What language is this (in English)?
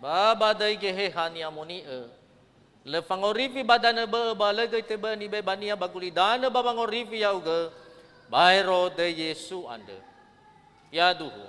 Nias